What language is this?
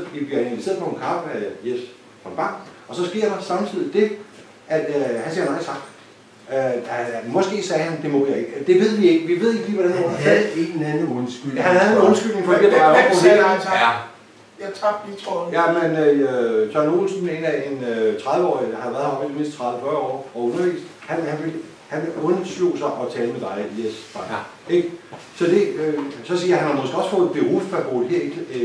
Danish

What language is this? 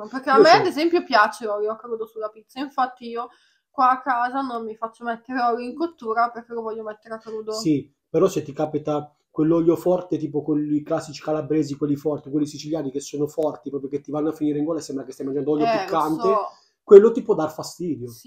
Italian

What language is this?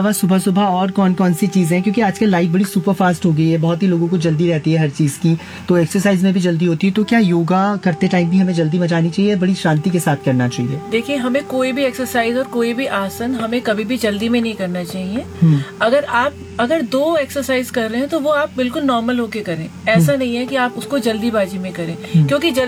Hindi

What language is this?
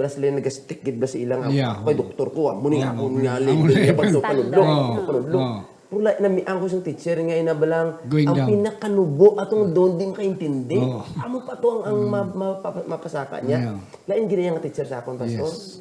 Hiligaynon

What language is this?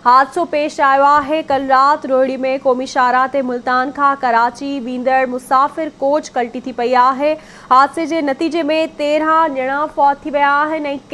Sindhi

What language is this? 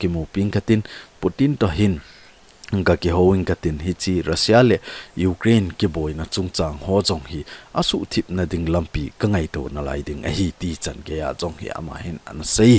Thado Chin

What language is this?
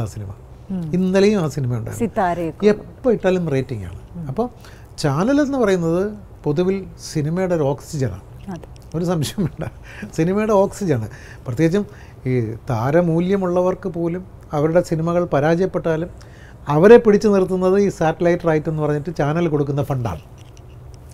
Malayalam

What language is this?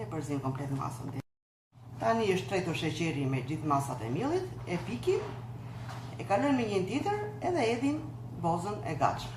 Albanian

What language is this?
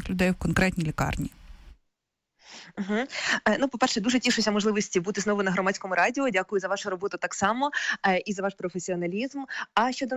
Ukrainian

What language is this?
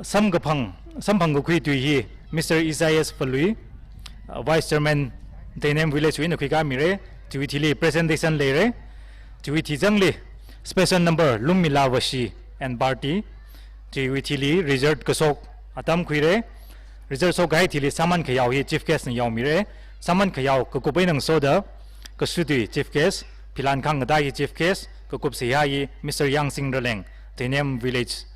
Tangkhul Naga (India)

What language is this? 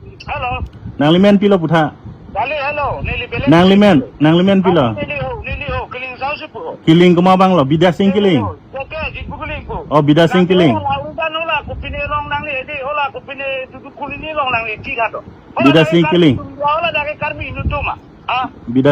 Karbi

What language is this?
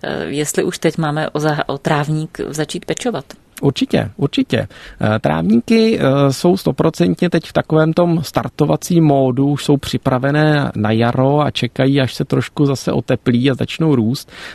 Czech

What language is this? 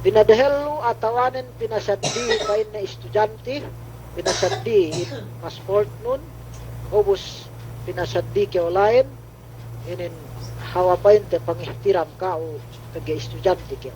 Yakan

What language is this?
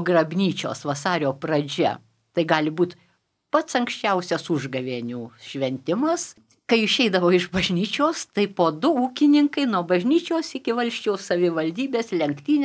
Lithuanian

